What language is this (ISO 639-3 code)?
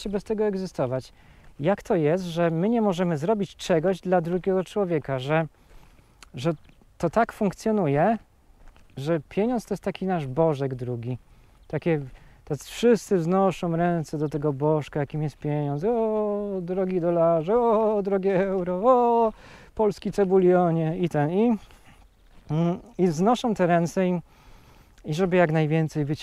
pol